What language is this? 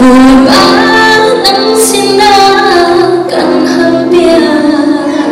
Hakha Chin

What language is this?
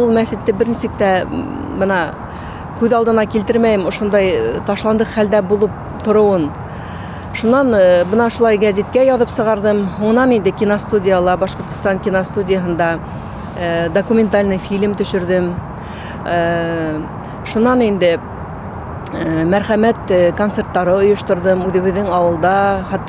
Bashkir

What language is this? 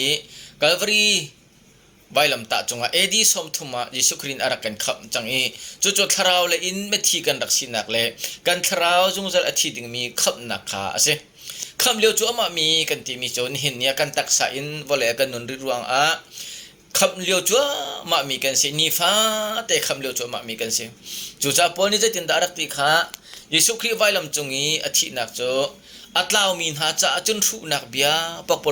Hakha Chin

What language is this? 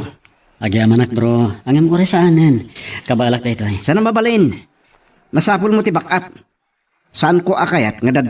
Iloko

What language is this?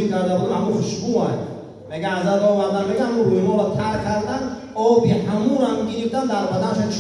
Tajik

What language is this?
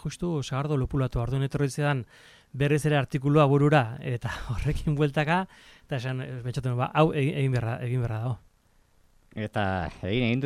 Basque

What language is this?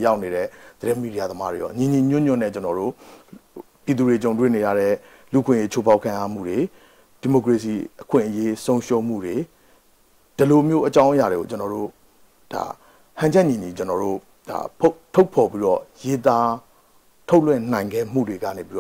Burmese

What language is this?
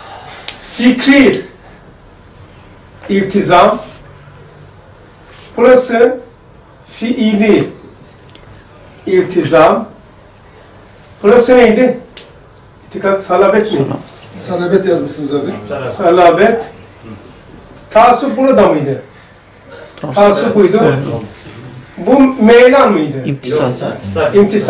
Turkish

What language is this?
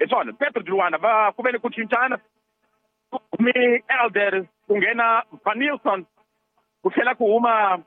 Tsonga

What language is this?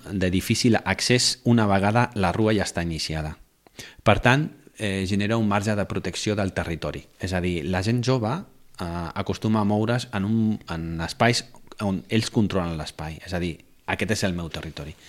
Catalan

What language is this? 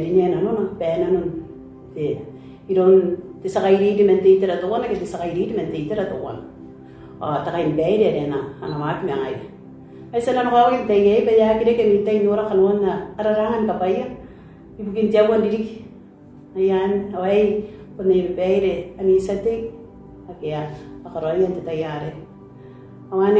Gilbertese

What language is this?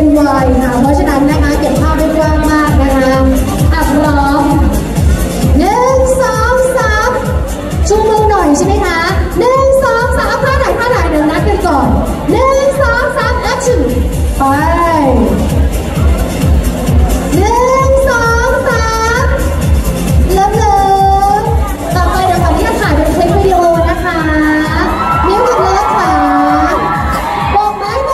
Thai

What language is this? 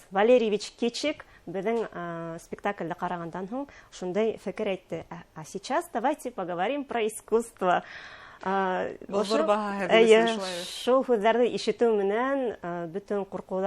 Bashkir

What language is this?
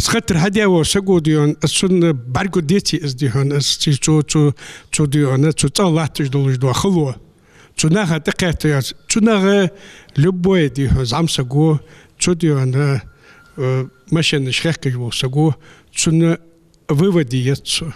Ingush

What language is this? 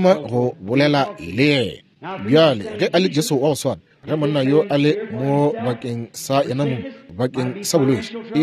Northern Sotho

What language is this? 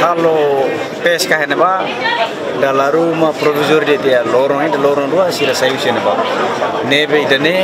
Tetum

